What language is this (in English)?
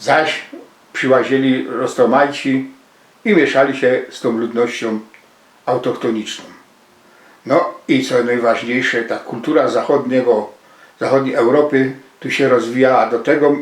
Silesian